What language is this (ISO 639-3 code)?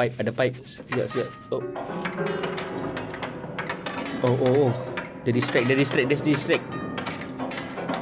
msa